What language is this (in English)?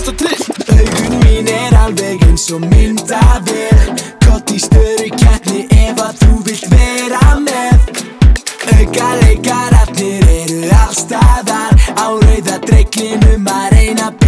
Icelandic